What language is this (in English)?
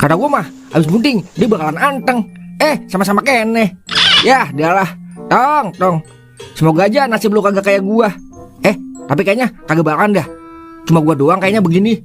Betawi